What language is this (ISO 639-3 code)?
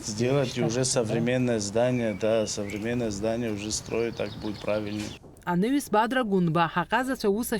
abk